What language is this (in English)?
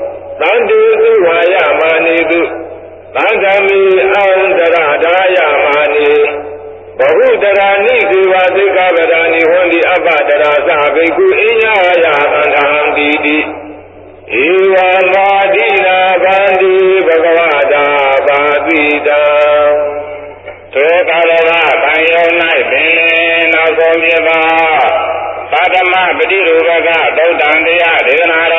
Burmese